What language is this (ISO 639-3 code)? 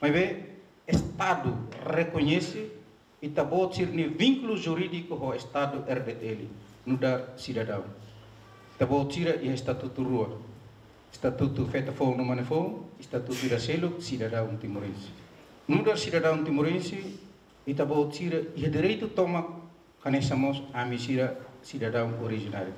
tet